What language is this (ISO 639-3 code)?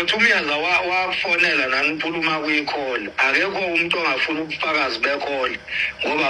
zul